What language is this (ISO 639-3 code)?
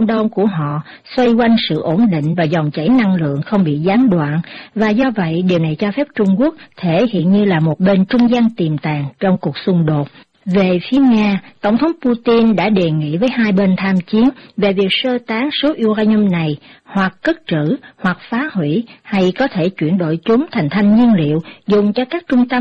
vie